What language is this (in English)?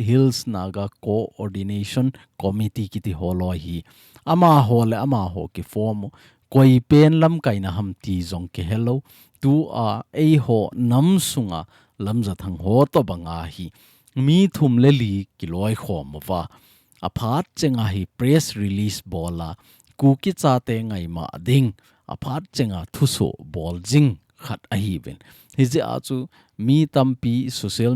Thado Chin